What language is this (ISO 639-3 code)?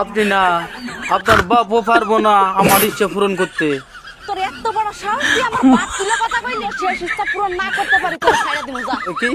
rhg